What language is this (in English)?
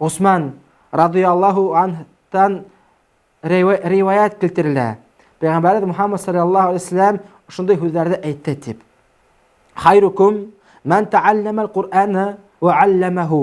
Bashkir